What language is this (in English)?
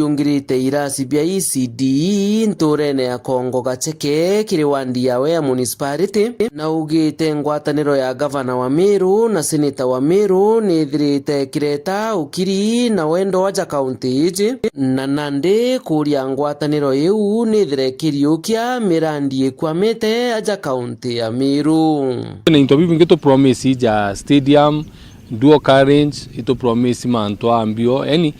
Meru